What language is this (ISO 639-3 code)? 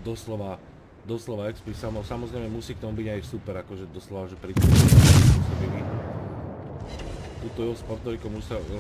slk